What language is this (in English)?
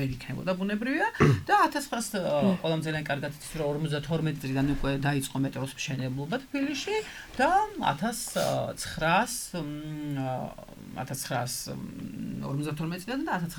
Georgian